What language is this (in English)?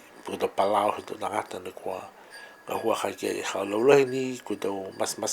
Niuean